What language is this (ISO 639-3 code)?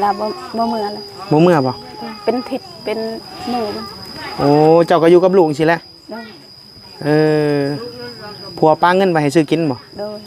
tts